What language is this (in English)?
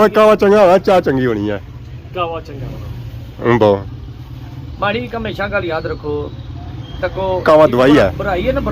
Pahari-Potwari